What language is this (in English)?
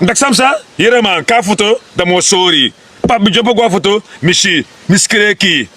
Sranan Tongo